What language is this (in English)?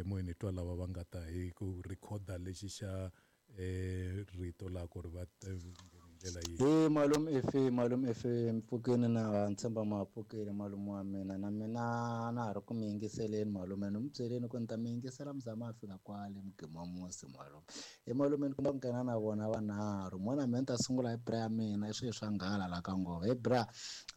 Tsonga